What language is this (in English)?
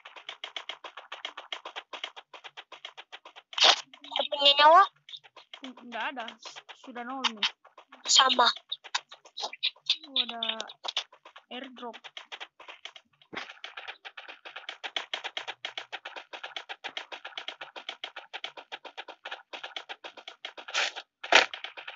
Indonesian